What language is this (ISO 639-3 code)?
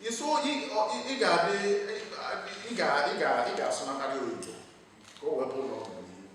ibo